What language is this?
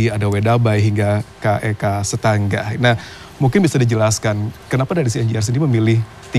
Indonesian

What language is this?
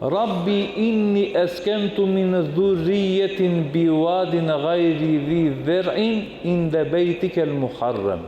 Balkan Romani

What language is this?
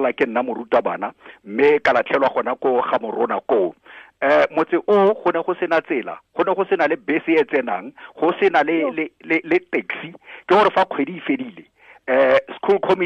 Tswana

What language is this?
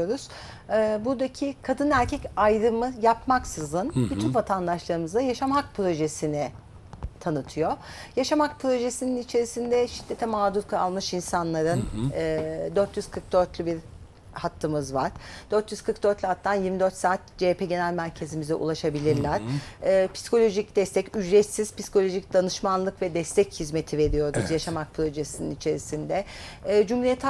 Turkish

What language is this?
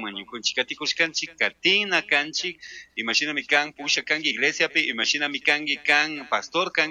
Chimborazo Highland Quichua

